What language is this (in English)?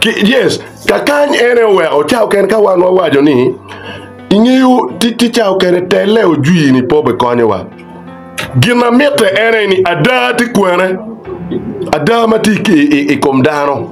Acoli